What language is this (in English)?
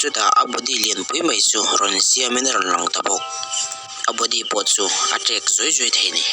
Mizo